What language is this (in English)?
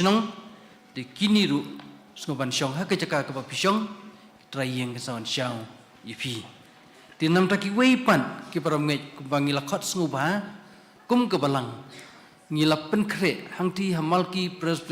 Khasi